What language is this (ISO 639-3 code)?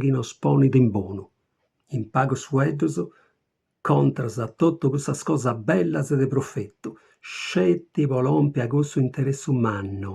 srd